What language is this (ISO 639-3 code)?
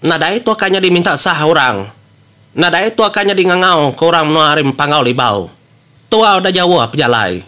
iba